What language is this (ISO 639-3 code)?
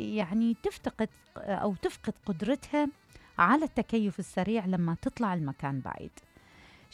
acm